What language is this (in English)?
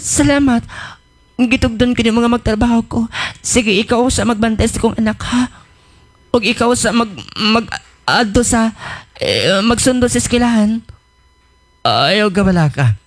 Cebuano